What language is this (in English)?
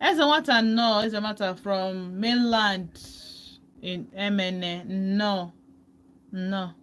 Igbo